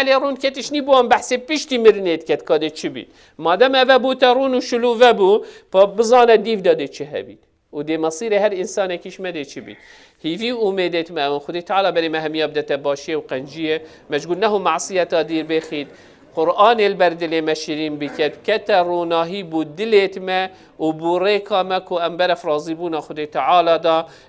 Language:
Kurdish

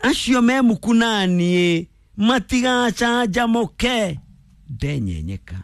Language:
Kikuyu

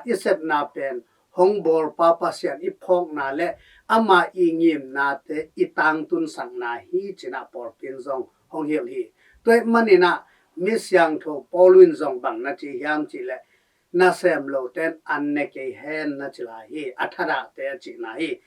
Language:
Tedim Chin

